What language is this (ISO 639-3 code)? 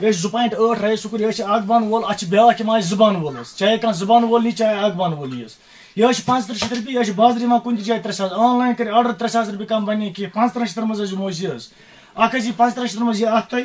kas